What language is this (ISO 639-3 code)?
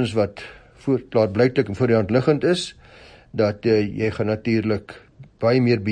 afr